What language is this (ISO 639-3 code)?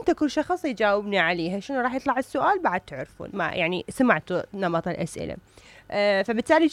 acm